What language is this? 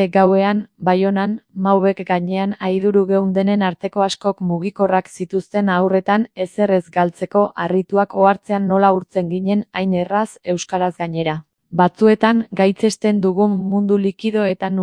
Basque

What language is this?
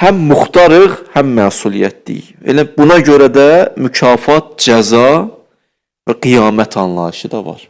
Azerbaijani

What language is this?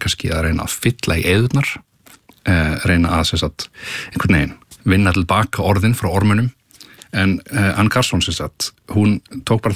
Icelandic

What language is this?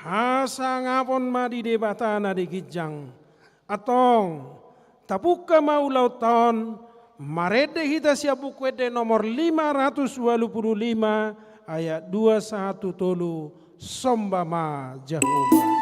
Batak Toba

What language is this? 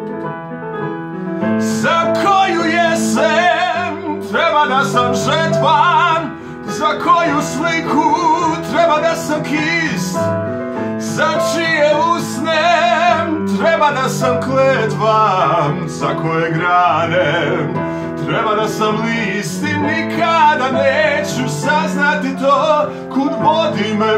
Serbian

